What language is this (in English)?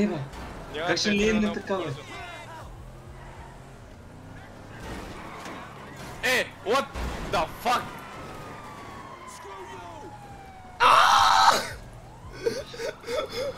Bulgarian